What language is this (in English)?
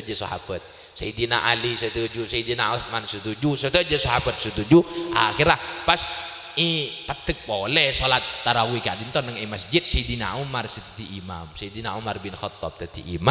Madurese